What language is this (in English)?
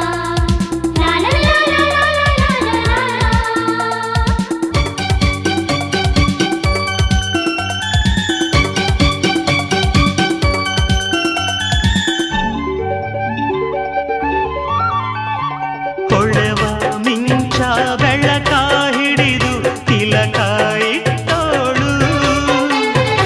Kannada